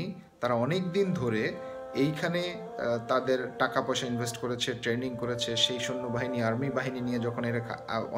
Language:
Bangla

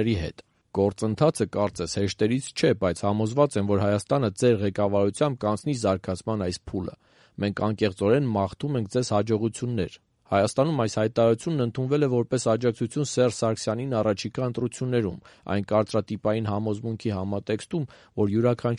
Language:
Armenian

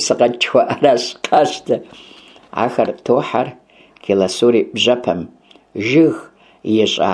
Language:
Kabardian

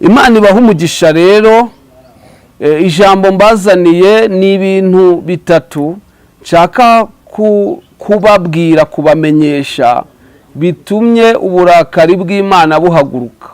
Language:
Kinyarwanda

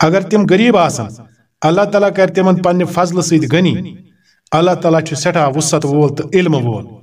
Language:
Kashmiri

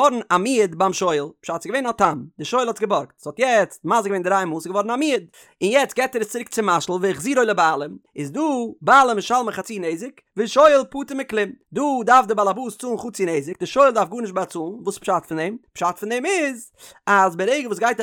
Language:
Yiddish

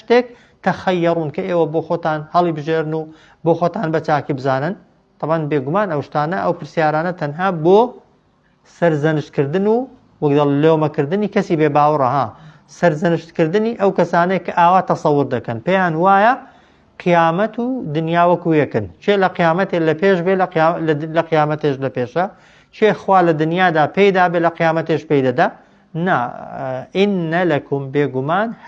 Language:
Central Kurdish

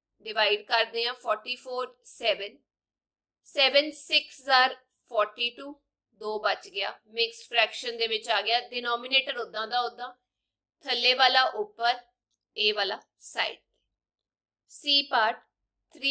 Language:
Punjabi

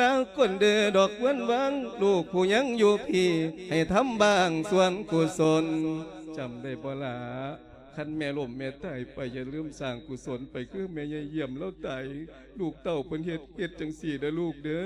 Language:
Lao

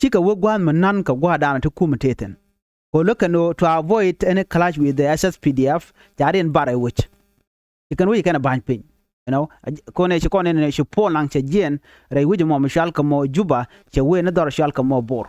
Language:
Nuer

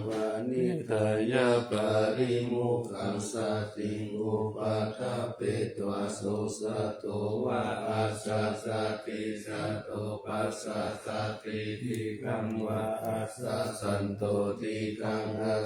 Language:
Pali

